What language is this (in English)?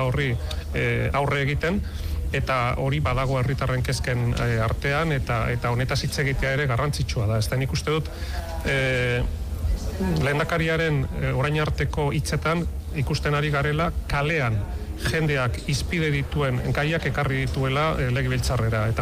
Basque